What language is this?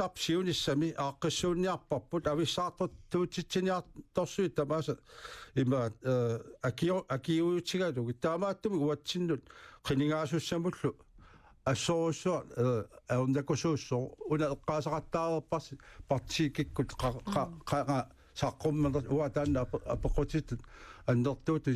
Kalaallisut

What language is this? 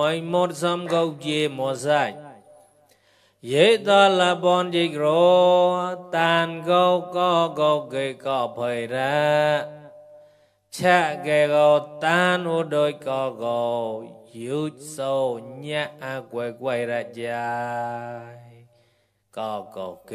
Mon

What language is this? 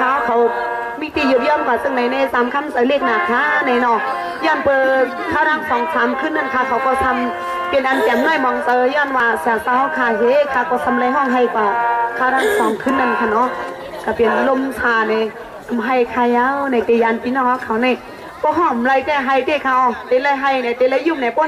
Shan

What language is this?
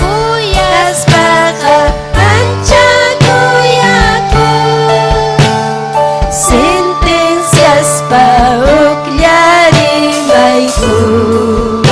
Ayacucho Quechua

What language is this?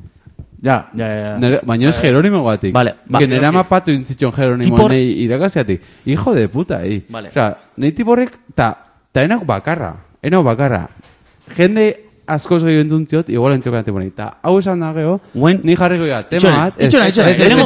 Basque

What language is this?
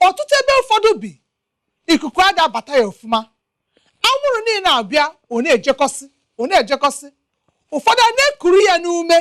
Igbo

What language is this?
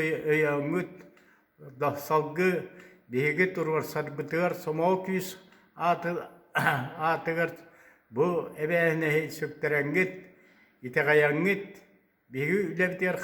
Yakut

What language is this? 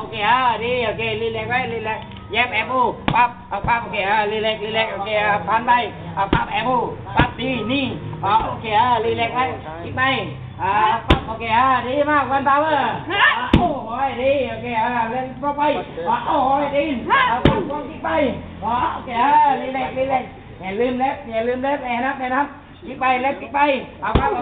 Lao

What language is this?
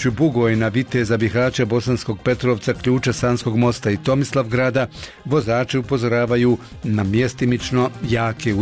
Bosnian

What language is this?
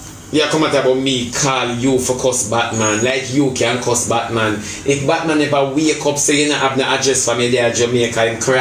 Jamaican Creole English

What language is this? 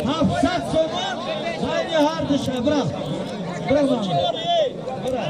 Tajik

